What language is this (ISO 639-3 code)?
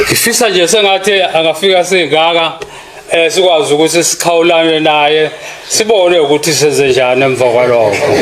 zul